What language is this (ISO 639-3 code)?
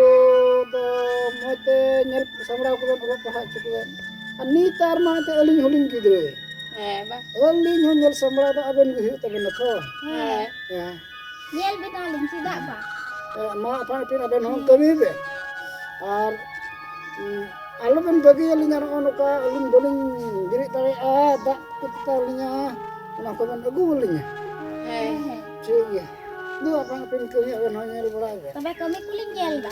sat